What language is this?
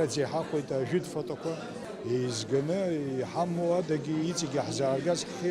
Abkhazian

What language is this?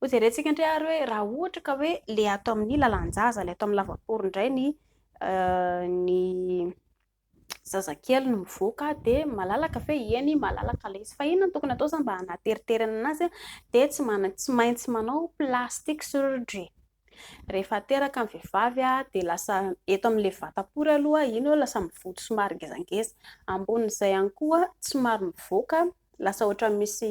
Malagasy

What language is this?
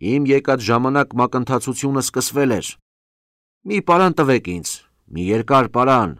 Armenian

